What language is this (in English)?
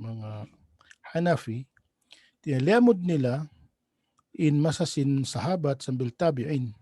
Tausug